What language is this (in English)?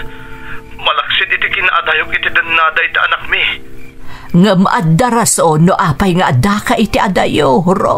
Iloko